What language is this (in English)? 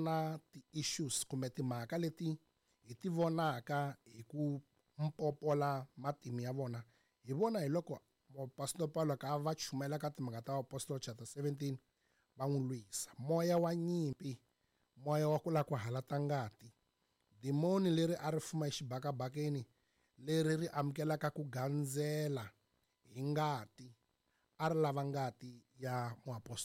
Tsonga